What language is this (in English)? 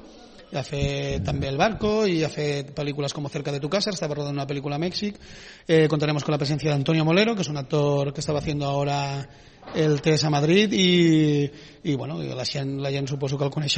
Catalan